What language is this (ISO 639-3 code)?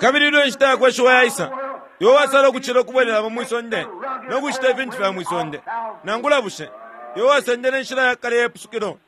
bem